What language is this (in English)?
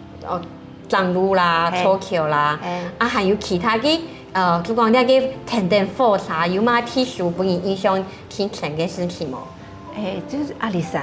Hakka Chinese